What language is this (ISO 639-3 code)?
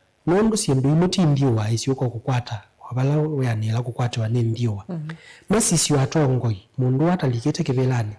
kam